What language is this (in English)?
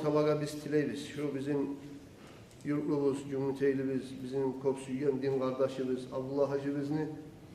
Kumyk